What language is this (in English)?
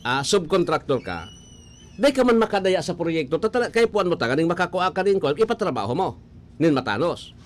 Bikol